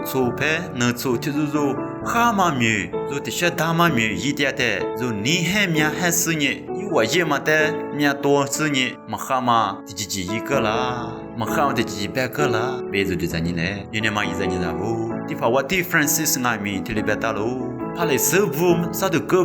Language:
Lisu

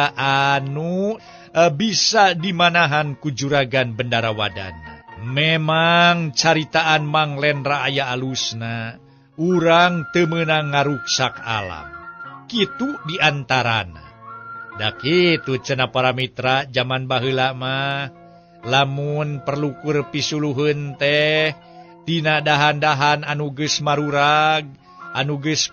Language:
Sundanese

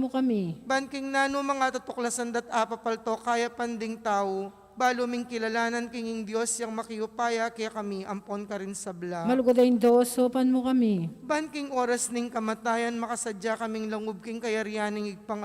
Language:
Pampanga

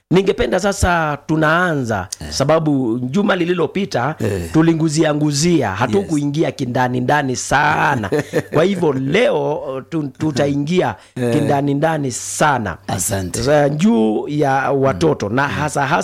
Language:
Swahili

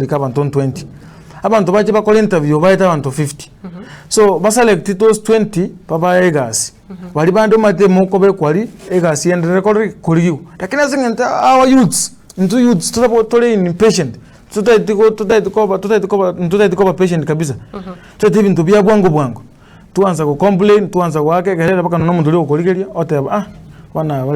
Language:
Gusii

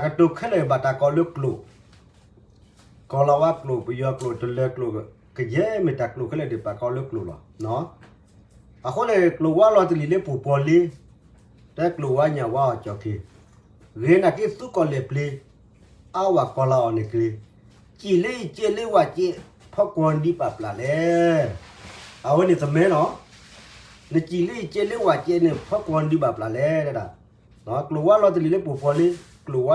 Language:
S'gaw Karen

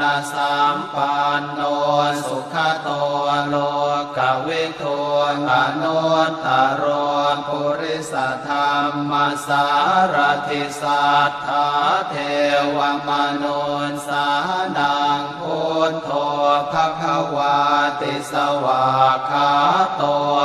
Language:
Pali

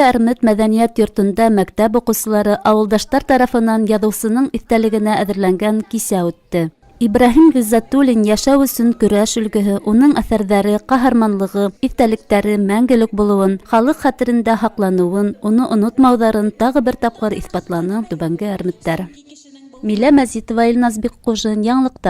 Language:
Bashkir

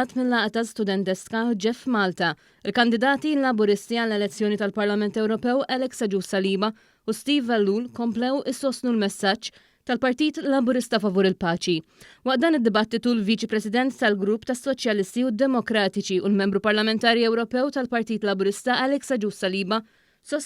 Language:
Maltese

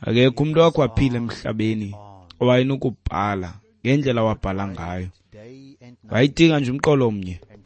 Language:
Xhosa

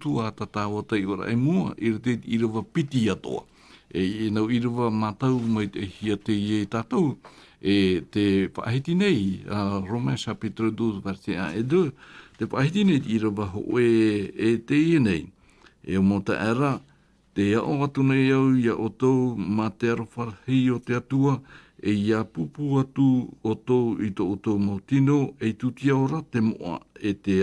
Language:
Tahitian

